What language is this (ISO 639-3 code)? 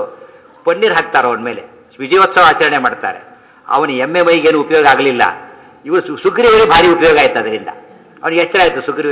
kan